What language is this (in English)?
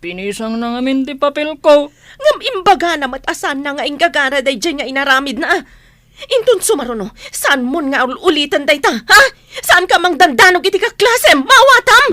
Iloko